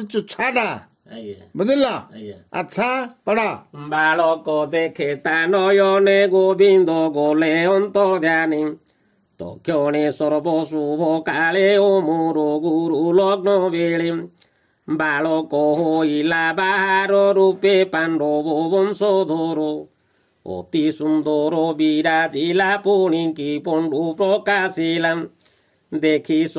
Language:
Odia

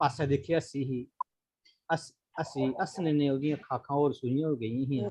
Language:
Dogri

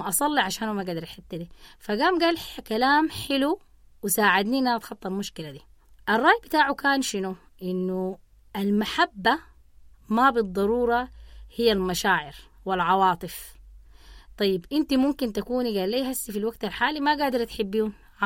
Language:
Sudanese Arabic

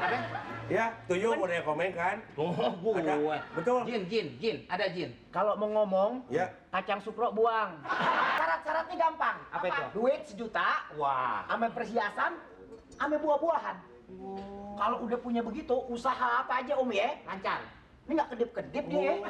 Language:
Betawi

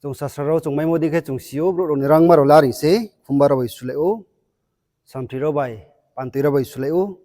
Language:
Riang (India)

